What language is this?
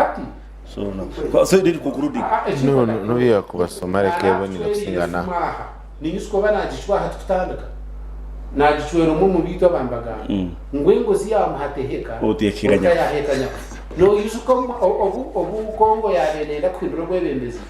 Nyankole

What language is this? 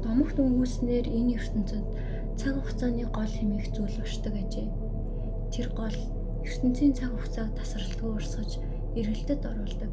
Mongolian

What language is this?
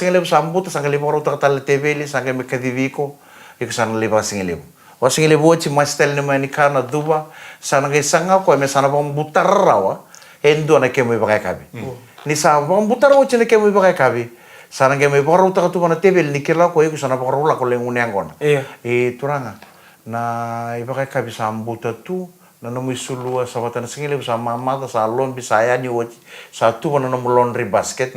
Fijian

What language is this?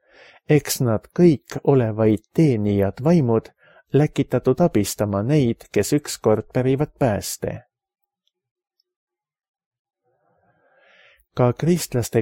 Estonian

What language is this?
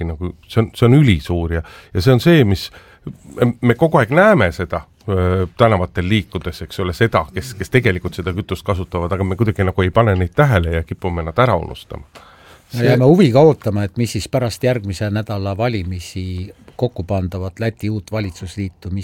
Estonian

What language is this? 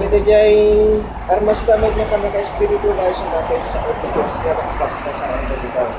Iloko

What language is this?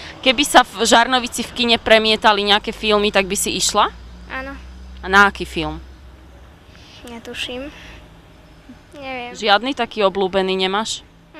Slovak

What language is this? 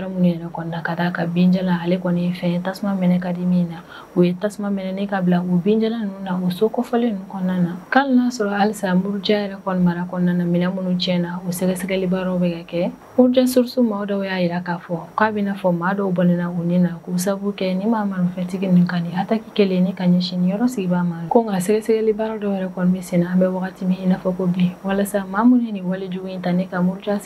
Bambara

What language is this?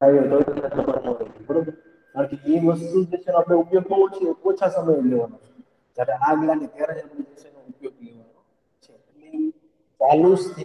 Gujarati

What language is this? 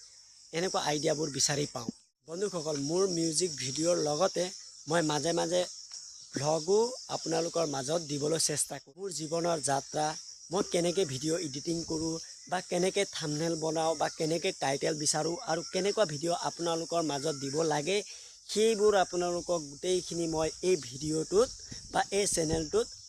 Assamese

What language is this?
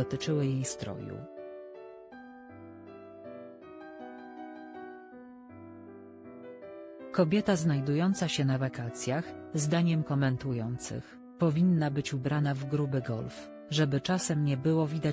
Polish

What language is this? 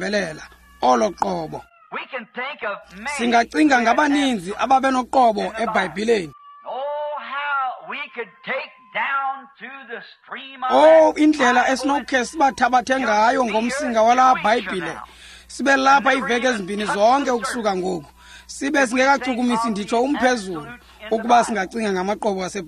Xhosa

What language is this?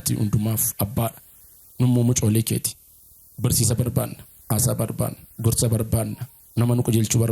Oromo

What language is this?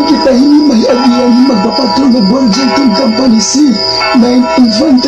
Waray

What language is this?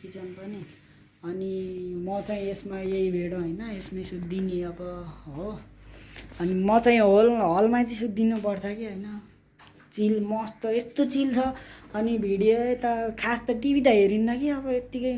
Nepali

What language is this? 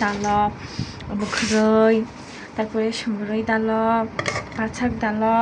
Kok Borok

